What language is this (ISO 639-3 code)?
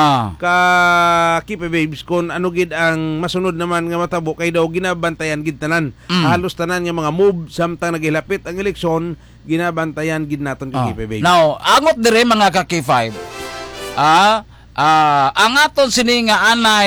hil